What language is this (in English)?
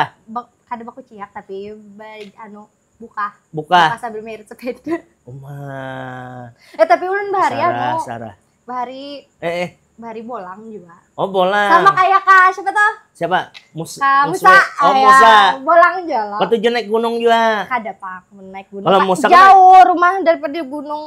Banjar